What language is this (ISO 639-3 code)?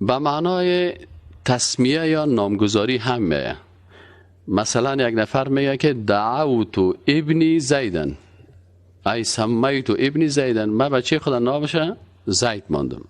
fas